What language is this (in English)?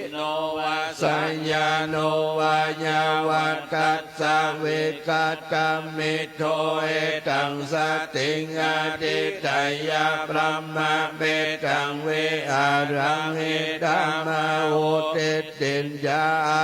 Pali